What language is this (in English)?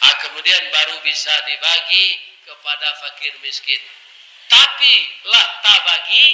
Minangkabau